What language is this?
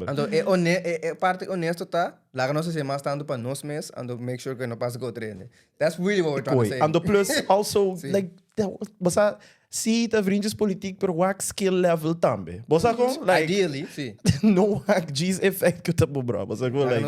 Papiamento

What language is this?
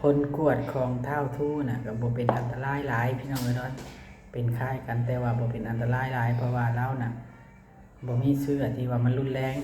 Northeastern Thai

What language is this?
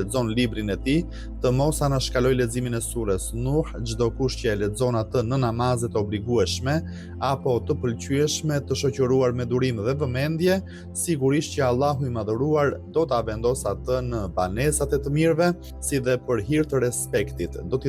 Albanian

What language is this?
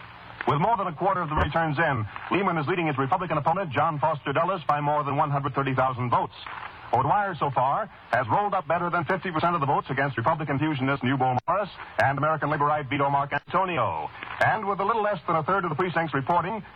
English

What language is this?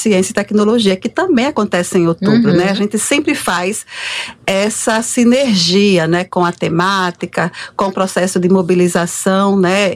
Portuguese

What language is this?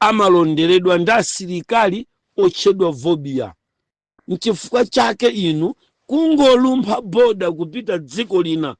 Nyanja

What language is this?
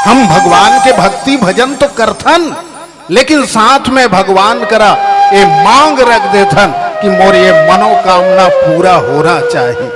Chhattisgarhi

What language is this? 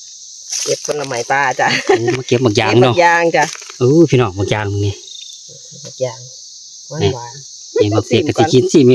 Northeastern Thai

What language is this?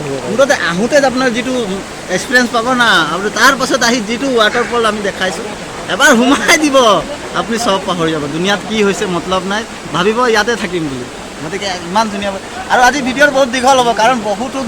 Assamese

